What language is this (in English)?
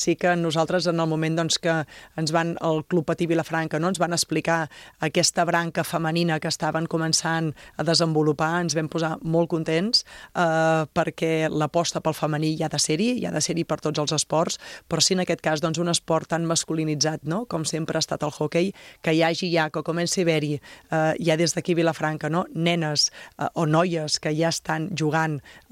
Catalan